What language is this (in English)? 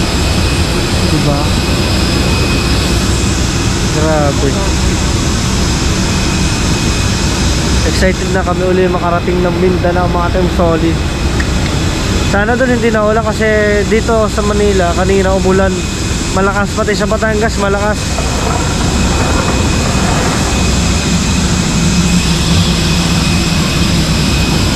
Filipino